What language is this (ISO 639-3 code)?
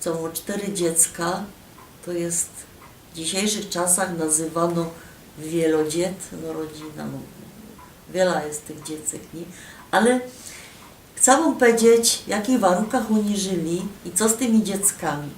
szl